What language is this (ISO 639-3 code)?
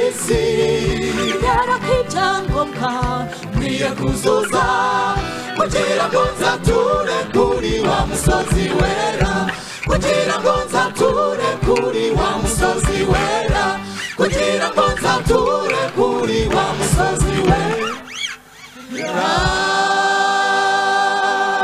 kin